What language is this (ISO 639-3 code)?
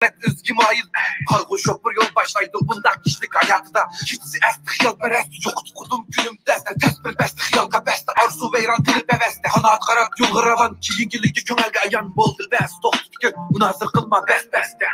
uig